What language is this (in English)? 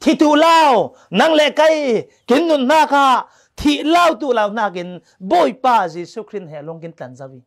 Falam Chin